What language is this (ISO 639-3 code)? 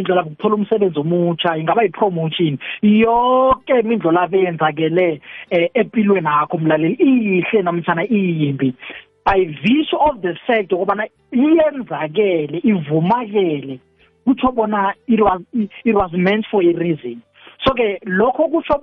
nbl